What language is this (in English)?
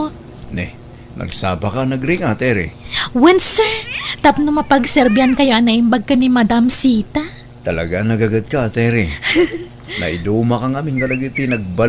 Iloko